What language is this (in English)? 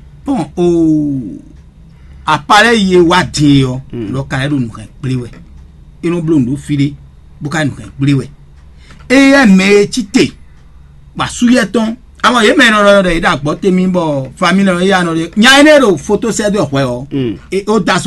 Fon